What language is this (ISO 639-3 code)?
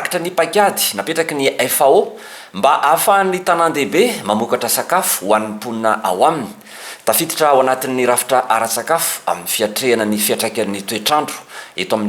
mlg